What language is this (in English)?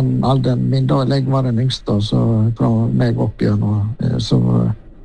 Norwegian